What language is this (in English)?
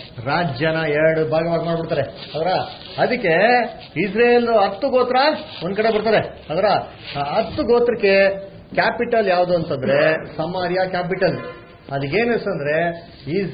Kannada